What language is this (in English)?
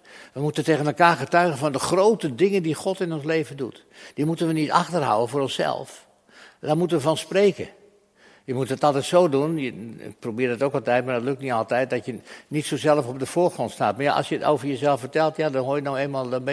Dutch